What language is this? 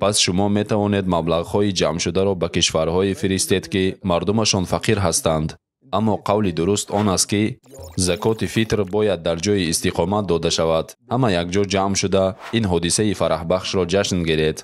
Tajik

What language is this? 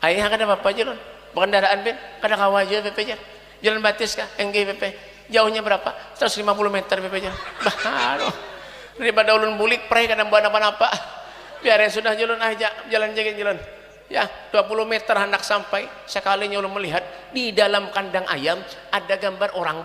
Banjar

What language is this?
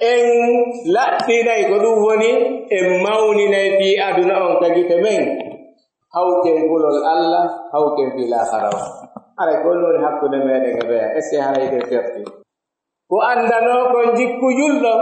Pular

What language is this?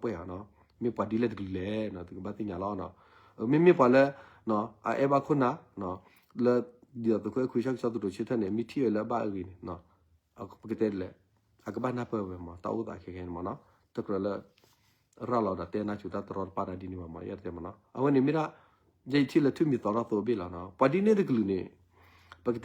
S'gaw Karen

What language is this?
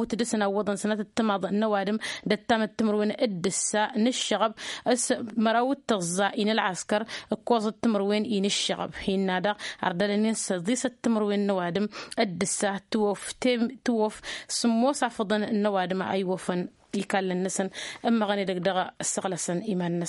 Tamasheq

